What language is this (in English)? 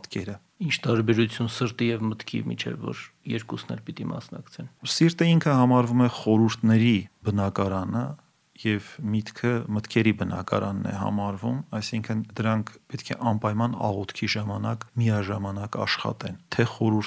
Armenian